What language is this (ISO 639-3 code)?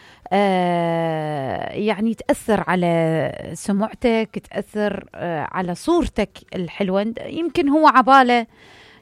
acm